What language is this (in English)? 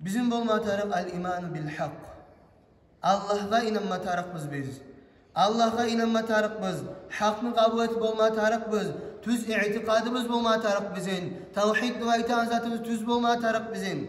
Kumyk